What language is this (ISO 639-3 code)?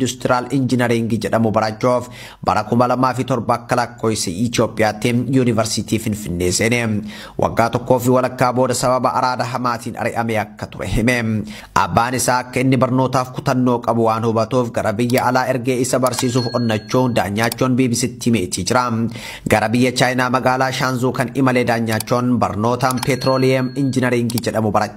orm